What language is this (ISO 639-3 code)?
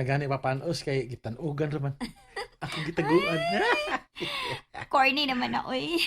ceb